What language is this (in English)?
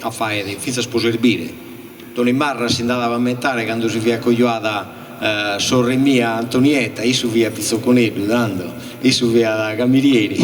Sardinian